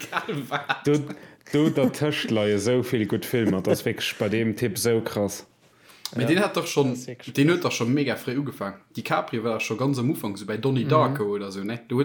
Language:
Luxembourgish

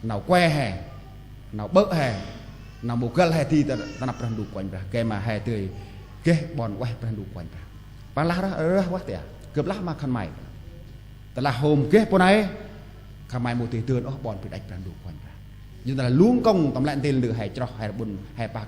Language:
Central Mnong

